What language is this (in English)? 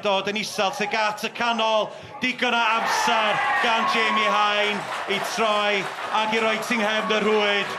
Welsh